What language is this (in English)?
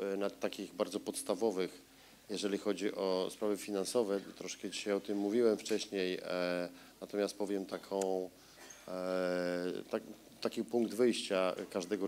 Polish